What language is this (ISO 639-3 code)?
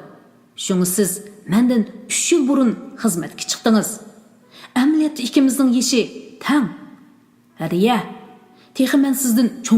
uig